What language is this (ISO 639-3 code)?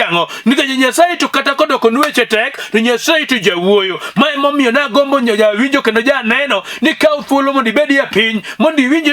luo